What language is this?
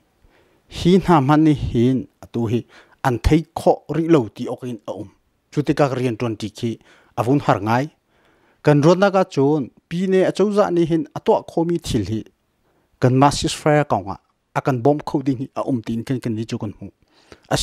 Hakha Chin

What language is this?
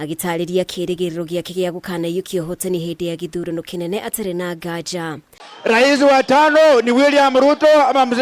Kikuyu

